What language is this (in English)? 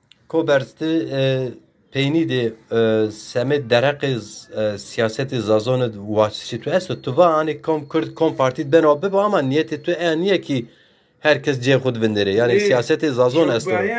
Zaza